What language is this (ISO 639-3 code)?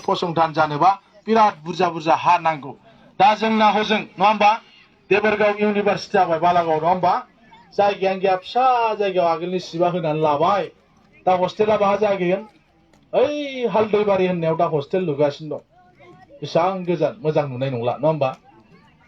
brx